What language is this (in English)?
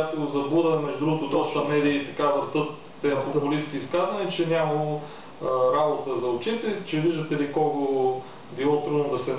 Bulgarian